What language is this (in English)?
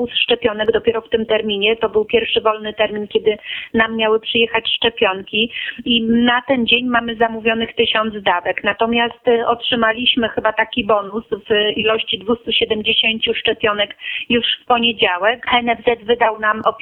Polish